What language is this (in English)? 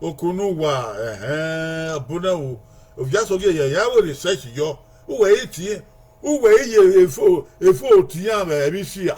Bini